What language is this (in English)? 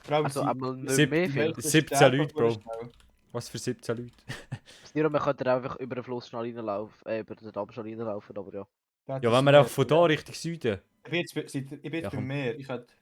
Swiss German